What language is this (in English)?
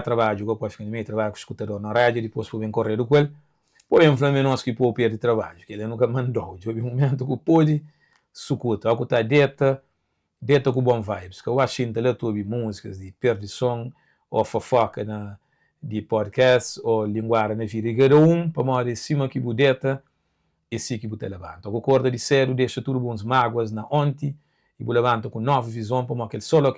Kabuverdianu